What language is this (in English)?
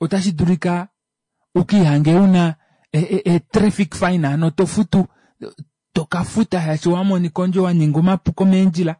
Kuanyama